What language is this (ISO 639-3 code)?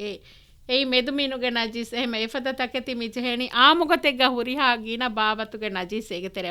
div